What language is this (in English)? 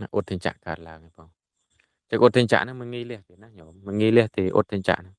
Khmer